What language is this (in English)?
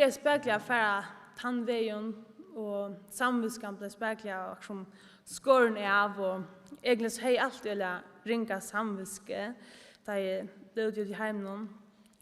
Faroese